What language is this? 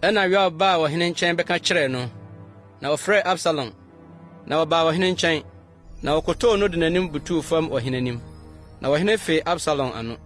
Akan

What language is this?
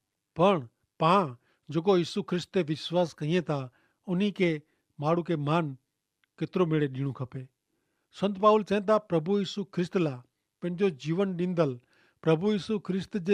Kachhi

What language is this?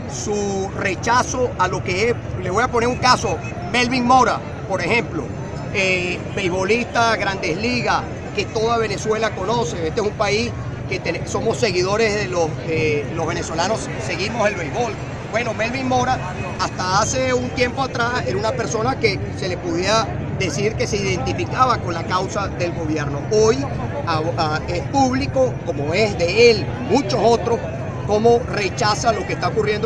Spanish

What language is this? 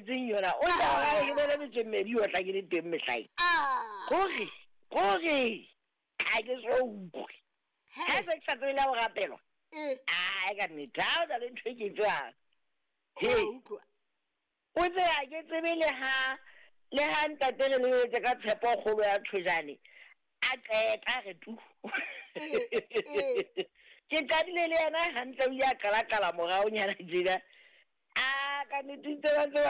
Southern Sotho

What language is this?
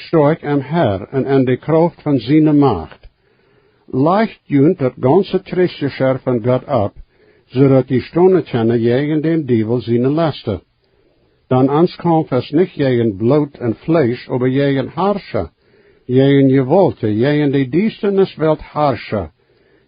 Plautdietsch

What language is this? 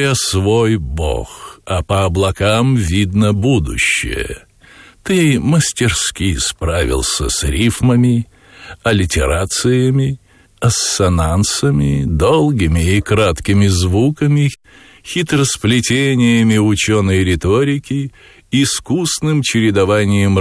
Russian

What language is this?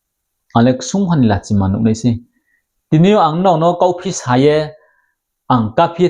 Riang (India)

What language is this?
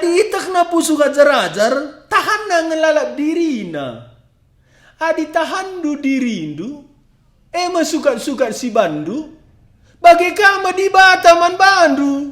Batak Karo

